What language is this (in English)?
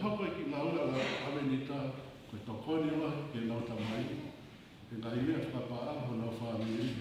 Tongan